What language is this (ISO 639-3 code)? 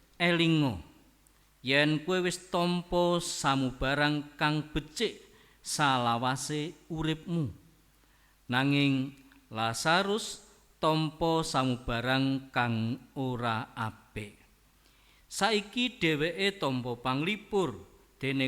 jav